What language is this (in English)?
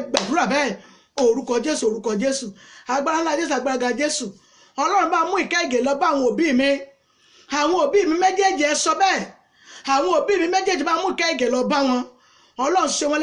Yoruba